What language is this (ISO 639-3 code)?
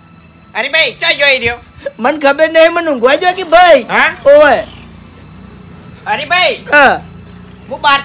guj